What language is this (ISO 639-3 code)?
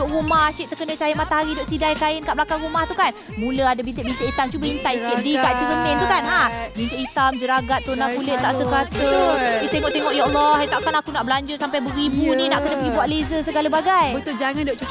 msa